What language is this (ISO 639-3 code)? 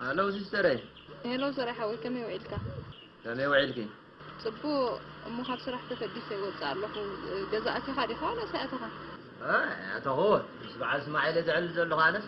tir